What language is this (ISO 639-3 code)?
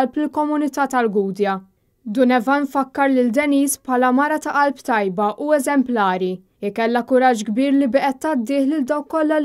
mlt